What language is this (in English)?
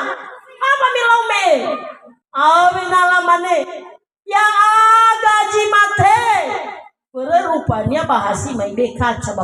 Nias